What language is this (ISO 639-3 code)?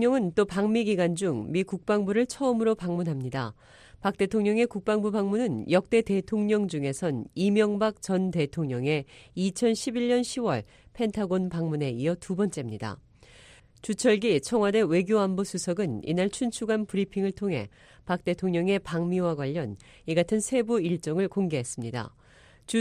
kor